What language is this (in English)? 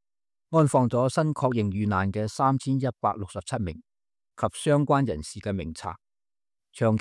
Cantonese